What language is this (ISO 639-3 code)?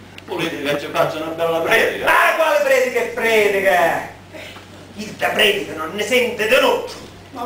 scn